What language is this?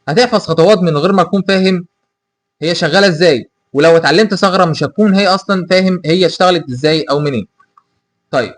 Egyptian Arabic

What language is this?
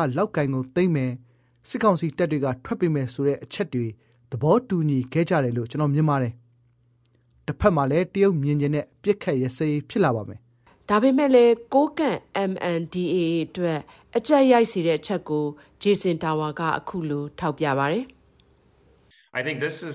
Burmese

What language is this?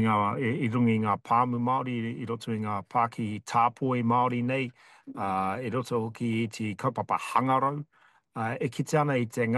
Māori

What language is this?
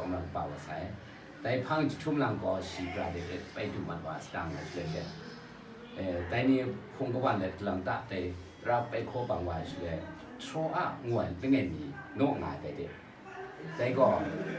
Kachin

